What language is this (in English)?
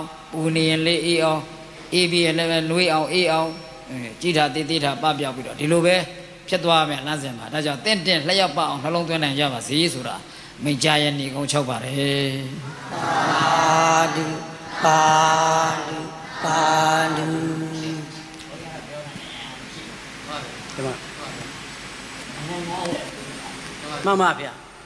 Burmese